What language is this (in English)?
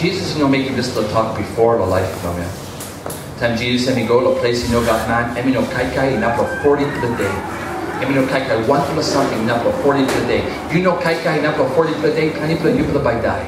Tok Pisin